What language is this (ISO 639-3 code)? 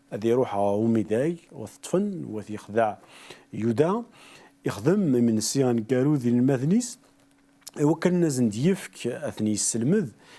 kab